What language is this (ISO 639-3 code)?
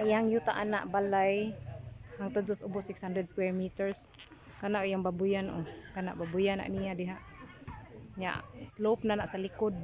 ceb